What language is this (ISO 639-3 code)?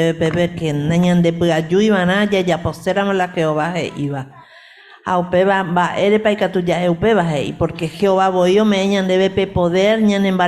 grn